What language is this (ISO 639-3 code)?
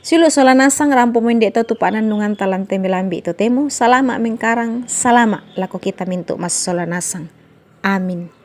sda